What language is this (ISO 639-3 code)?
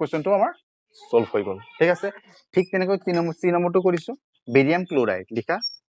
asm